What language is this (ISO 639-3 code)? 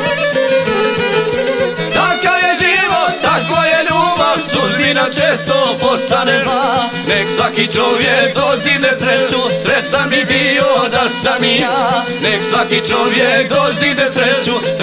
hrv